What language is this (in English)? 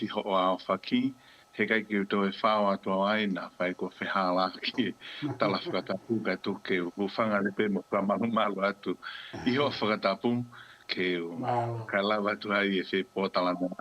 Tongan